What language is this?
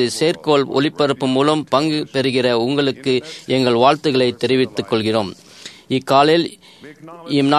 Tamil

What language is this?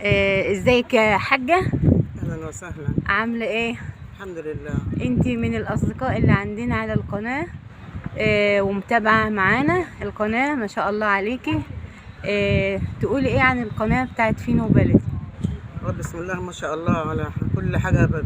Egyptian Arabic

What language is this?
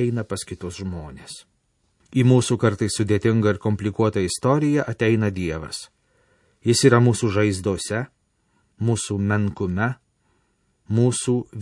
Lithuanian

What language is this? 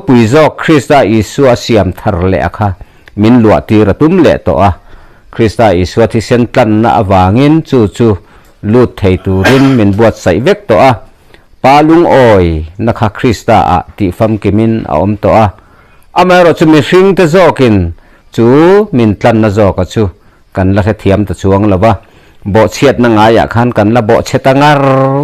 Mizo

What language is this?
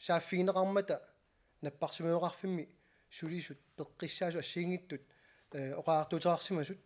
Kalaallisut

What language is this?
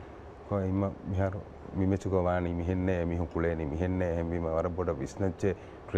Divehi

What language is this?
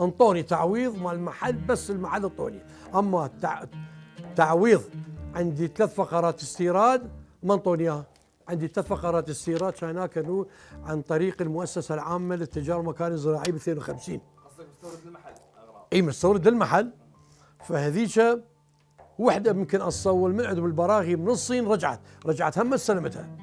Mesopotamian Arabic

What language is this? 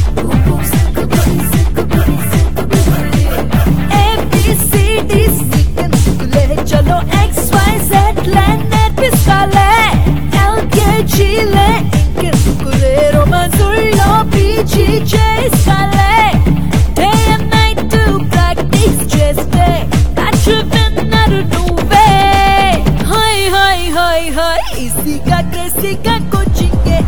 Telugu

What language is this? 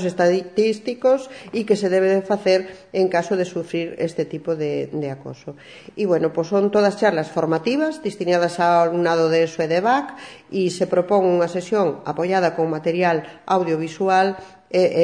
Galician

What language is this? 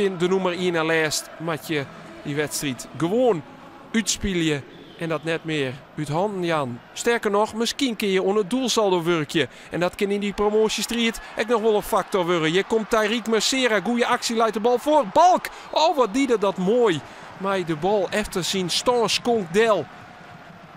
Western Frisian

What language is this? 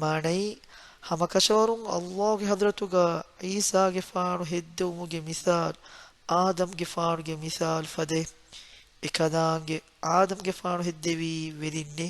Divehi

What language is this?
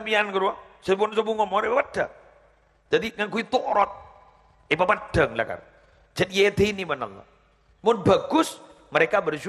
Madurese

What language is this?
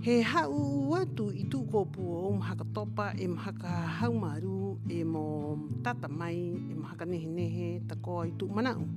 Rapanui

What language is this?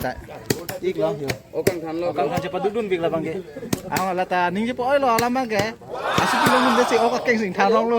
Karbi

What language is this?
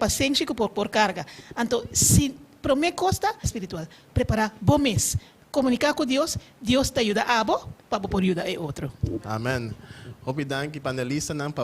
Papiamento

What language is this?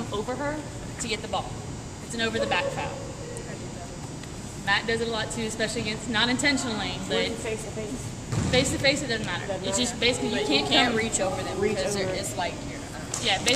English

